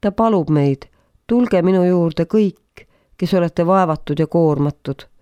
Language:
Estonian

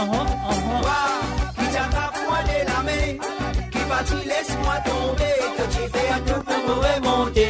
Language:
Morisyen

